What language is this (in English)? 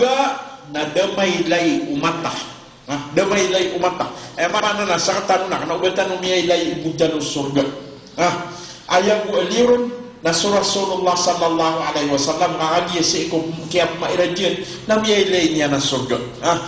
Maranao